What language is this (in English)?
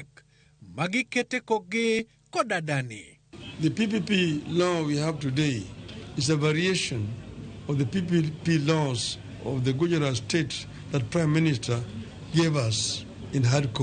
Luo (Kenya and Tanzania)